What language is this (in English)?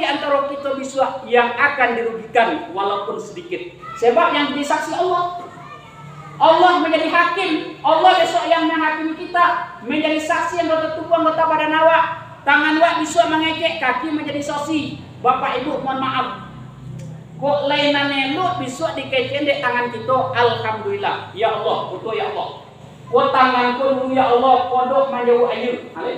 Minangkabau